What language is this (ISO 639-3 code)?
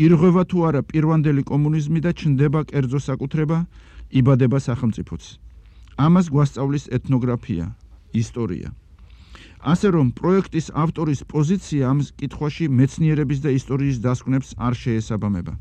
kat